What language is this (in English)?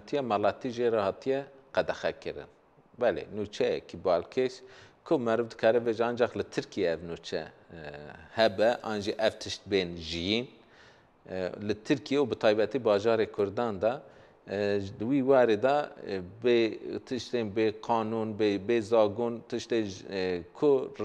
Kurdish